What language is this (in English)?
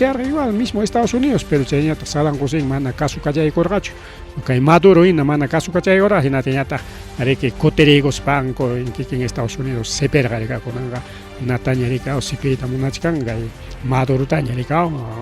Ayacucho Quechua